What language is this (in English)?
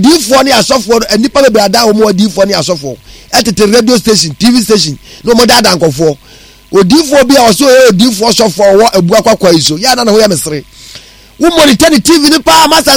Akan